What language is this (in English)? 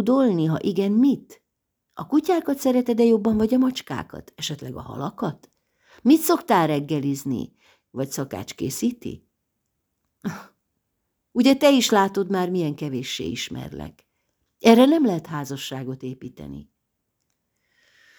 Hungarian